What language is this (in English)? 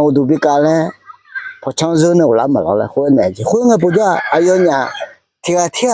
Akha